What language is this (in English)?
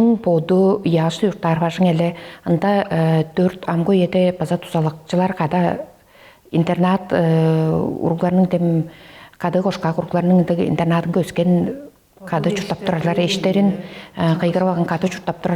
Tuvinian